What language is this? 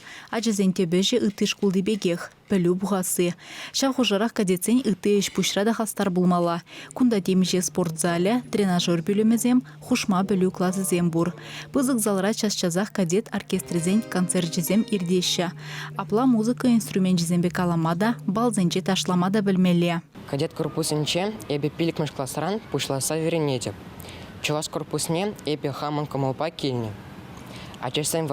Chuvash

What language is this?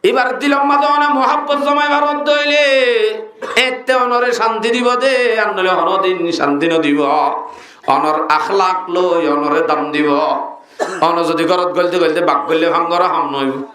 Rohingya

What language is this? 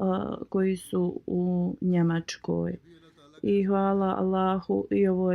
Bosnian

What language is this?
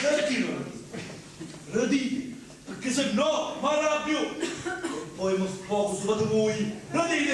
Sicilian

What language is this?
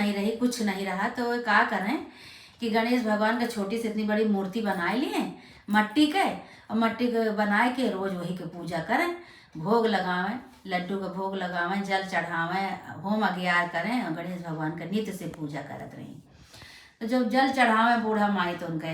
Awadhi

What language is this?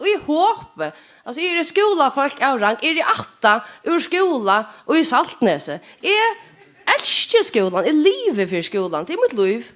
Faroese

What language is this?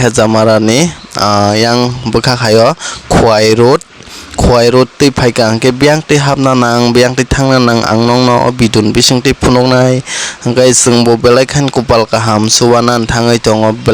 Kok Borok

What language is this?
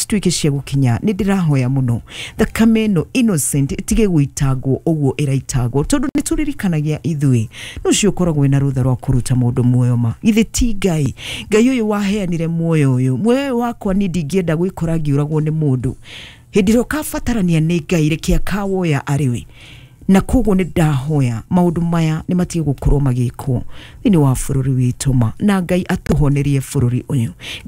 Kikuyu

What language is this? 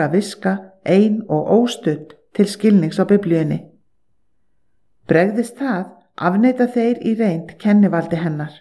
Icelandic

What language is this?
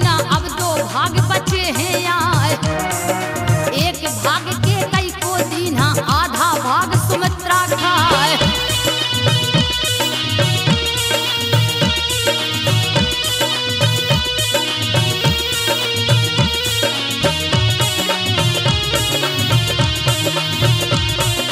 Hindi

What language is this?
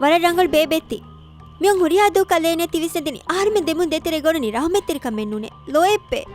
Divehi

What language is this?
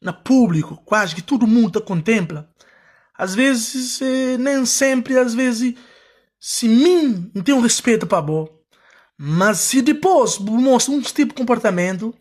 Kabuverdianu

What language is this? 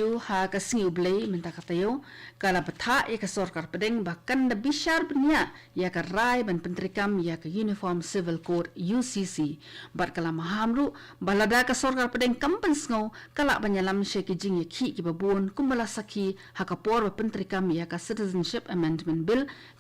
Khasi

